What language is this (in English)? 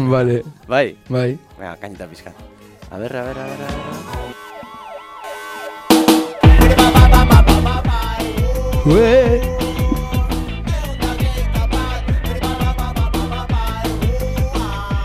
Basque